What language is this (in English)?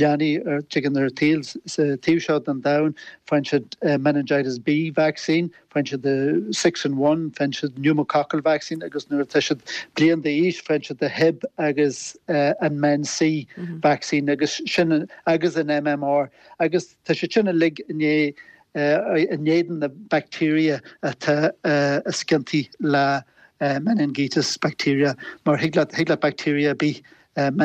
Irish